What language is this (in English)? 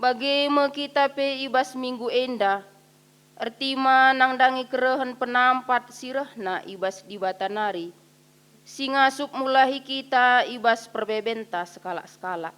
Batak Karo